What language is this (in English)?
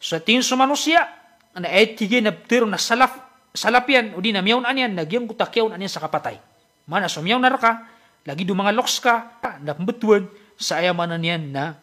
Maranao